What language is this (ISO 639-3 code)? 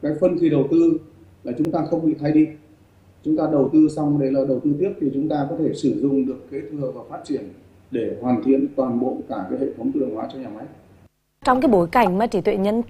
vie